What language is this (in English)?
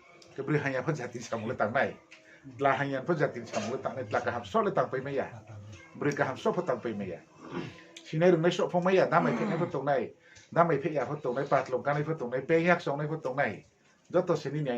Riang (India)